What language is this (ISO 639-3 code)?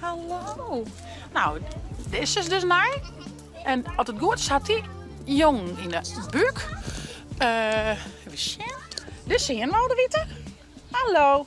fry